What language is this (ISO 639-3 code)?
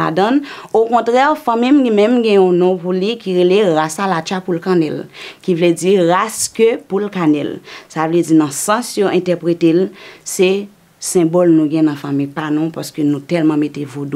hat